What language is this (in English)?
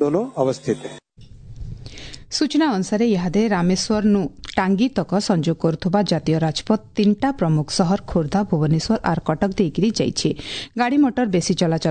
Odia